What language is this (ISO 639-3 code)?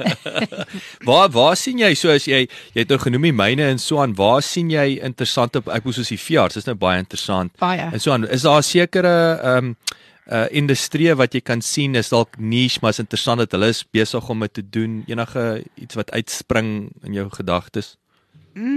afr